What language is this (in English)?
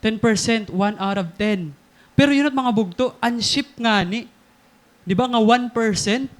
Waray